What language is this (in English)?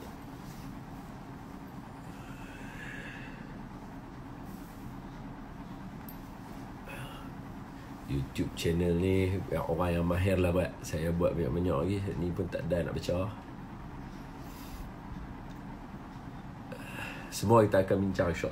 Malay